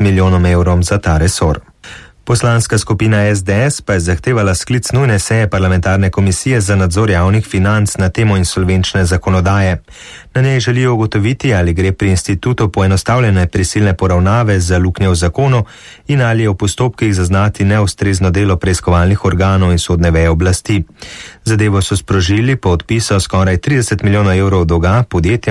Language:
Slovenian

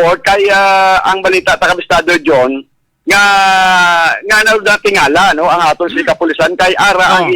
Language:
Hiligaynon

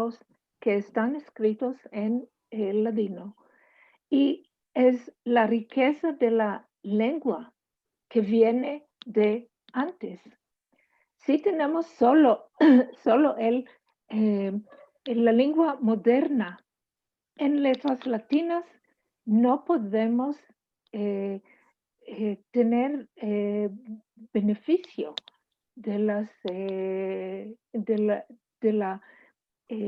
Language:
Ladino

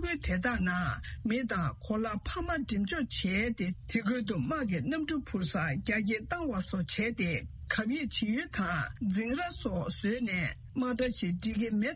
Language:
Tibetan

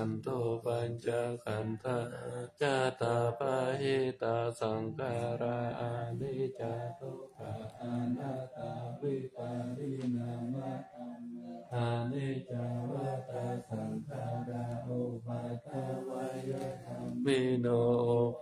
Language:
Pali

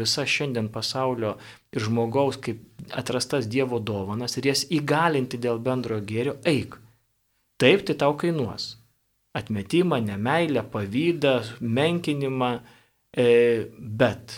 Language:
Lithuanian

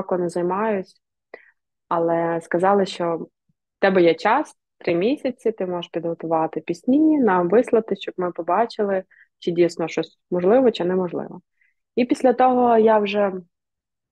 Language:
Ukrainian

